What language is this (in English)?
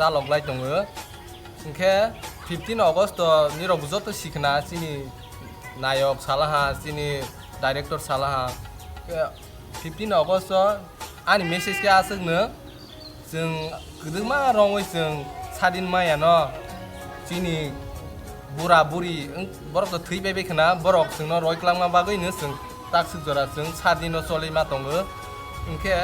Kok Borok